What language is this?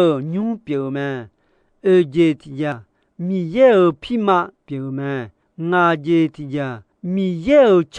Akha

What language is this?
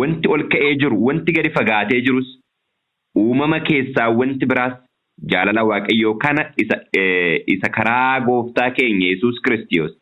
Oromo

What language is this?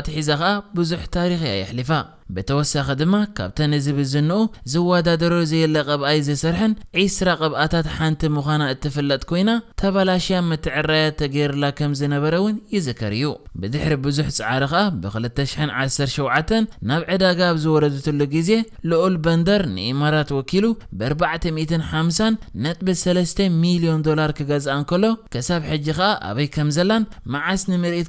Tigrinya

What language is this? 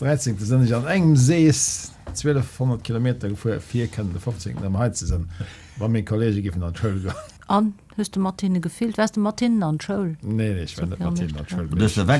Luxembourgish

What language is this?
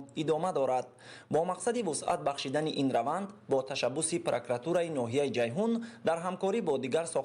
Tajik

